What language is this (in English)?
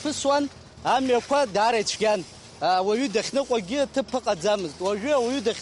Abkhazian